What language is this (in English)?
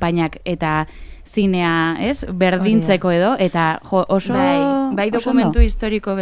Basque